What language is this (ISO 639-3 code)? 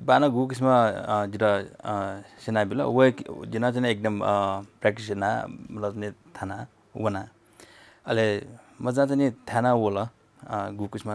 new